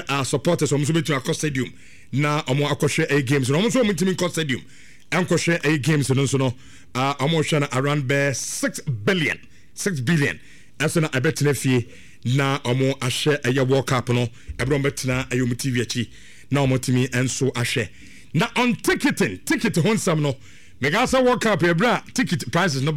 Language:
Akan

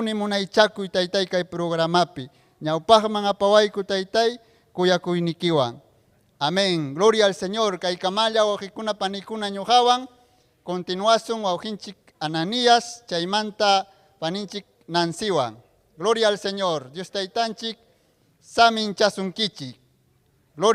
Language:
Ayacucho Quechua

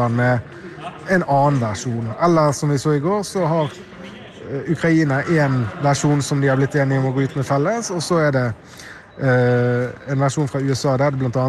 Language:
Norwegian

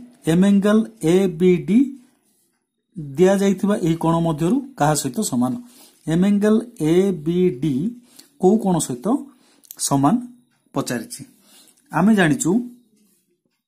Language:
Odia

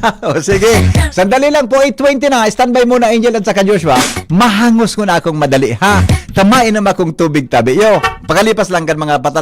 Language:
Bikol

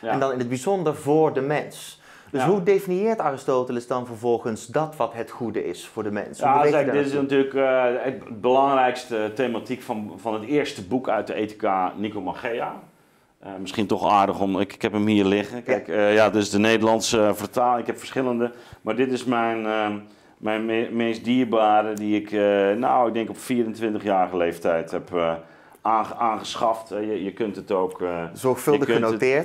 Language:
Dutch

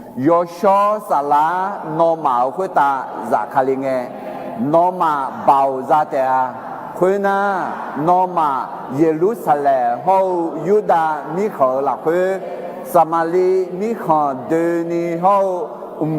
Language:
Akha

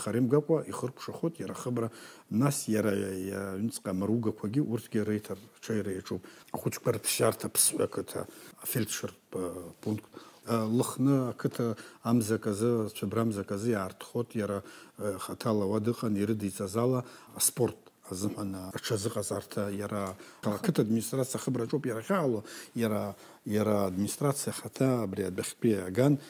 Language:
Abkhazian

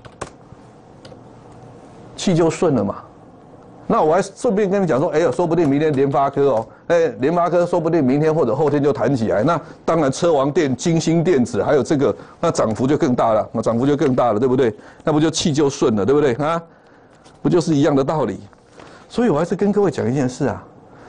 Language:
Chinese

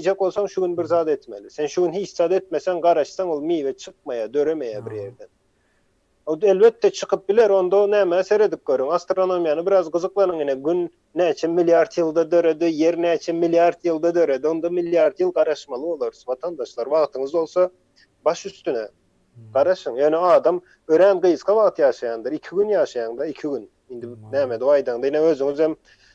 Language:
Turkmen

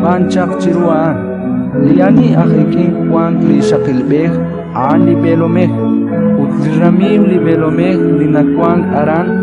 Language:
Kekchí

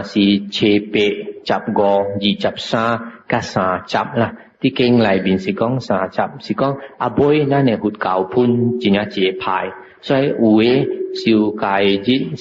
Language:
Min Nan Chinese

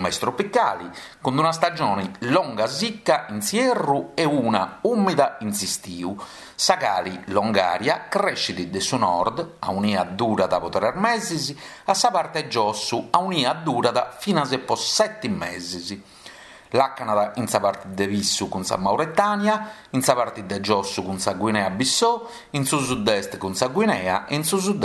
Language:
Sardinian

